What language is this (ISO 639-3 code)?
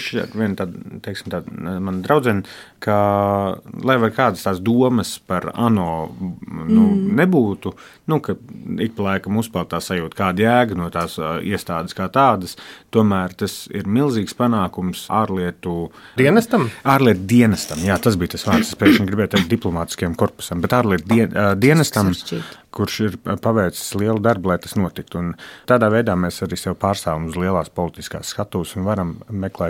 lav